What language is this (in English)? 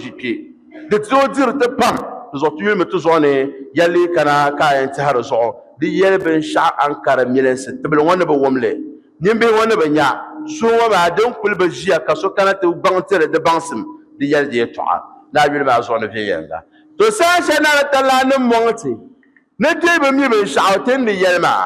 Dagbani